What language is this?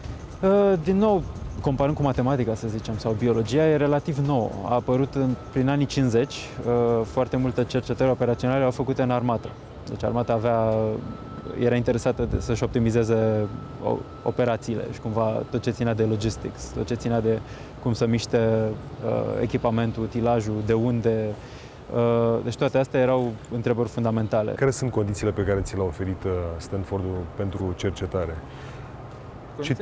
Romanian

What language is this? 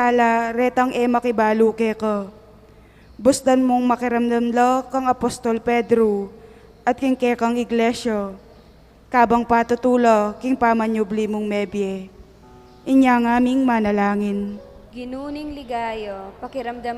Pampanga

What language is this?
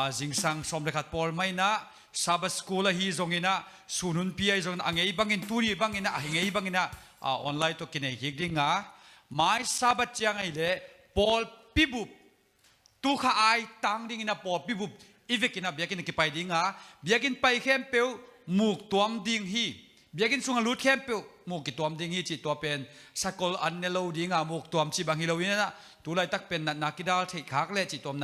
Tedim Chin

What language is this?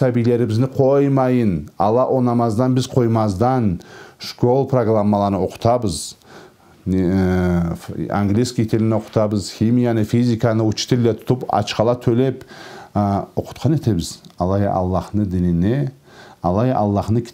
Karachay-Balkar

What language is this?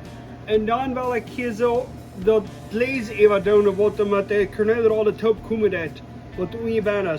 Plautdietsch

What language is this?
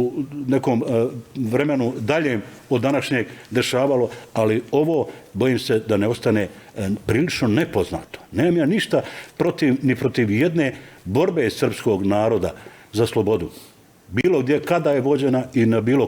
Bosnian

